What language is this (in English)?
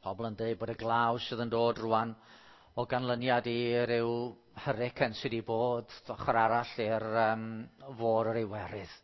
Welsh